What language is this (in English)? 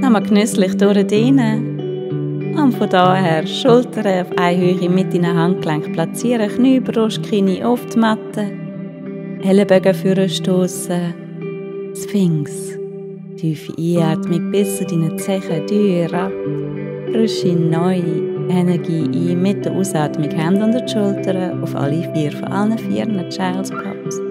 Swiss German